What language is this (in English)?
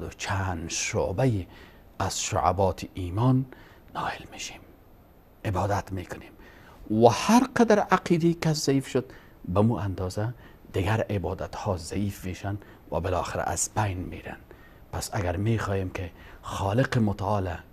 Persian